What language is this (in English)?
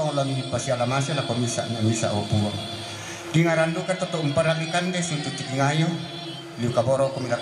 Toraja-Sa'dan